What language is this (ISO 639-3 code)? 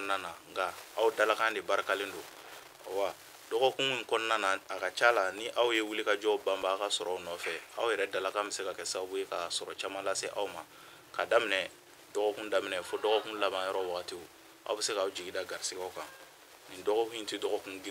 bam